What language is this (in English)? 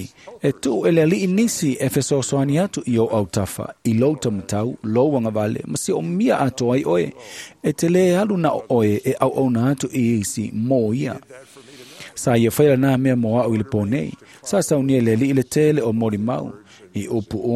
Samoan